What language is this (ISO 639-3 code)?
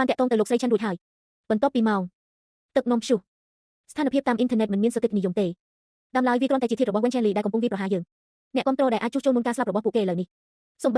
khm